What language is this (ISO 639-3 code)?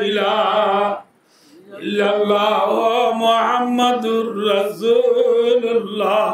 rhg